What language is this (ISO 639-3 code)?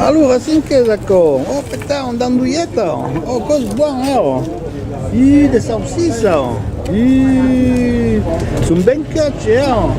oci